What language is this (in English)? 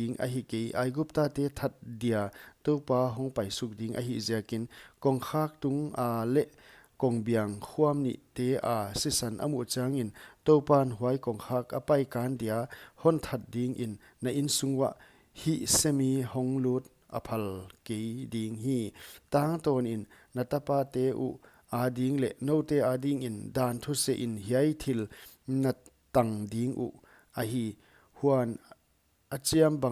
Paite Chin